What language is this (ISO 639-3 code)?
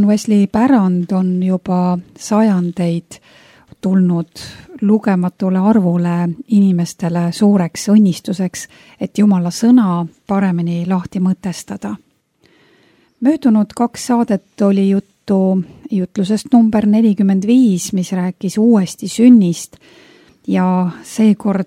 est